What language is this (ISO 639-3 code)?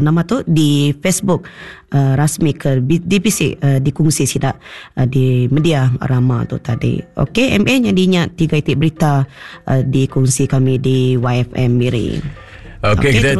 iba